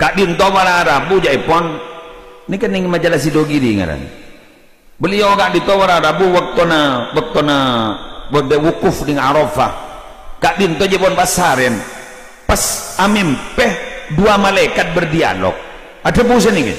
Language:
Madurese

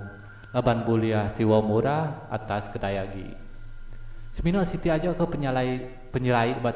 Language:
Iban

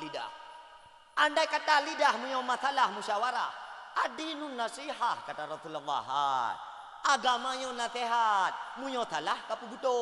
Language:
Achinese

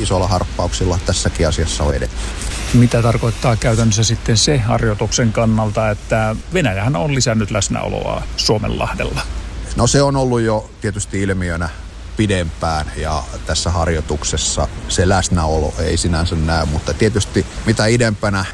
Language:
Finnish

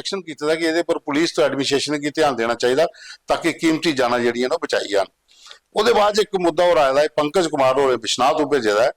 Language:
Dogri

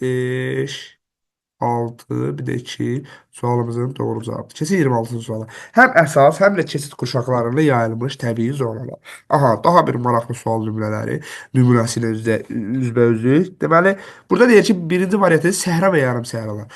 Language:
Azerbaijani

